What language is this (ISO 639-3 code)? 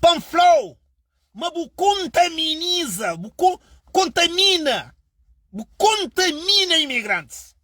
kea